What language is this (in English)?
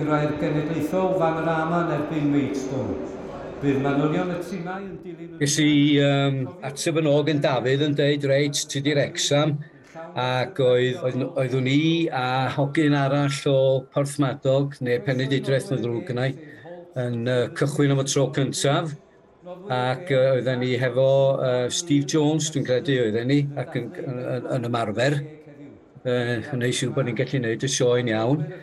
Welsh